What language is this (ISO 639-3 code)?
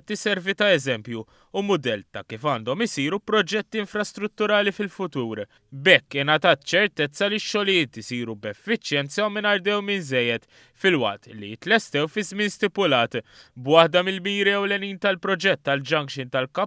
mlt